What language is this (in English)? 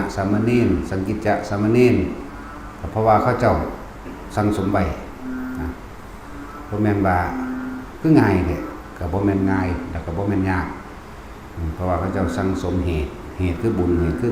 Lao